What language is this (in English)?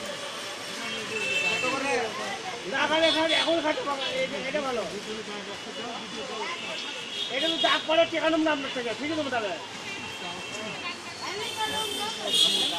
Bangla